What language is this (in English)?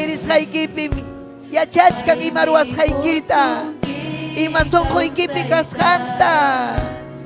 Ayacucho Quechua